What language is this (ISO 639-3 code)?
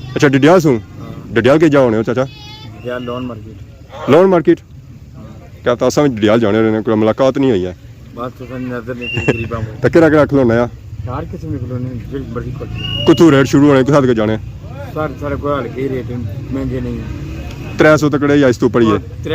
phr